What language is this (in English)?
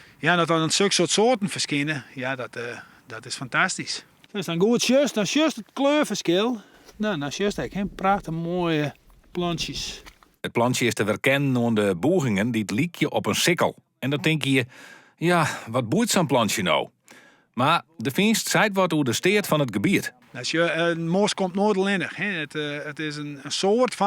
Western Frisian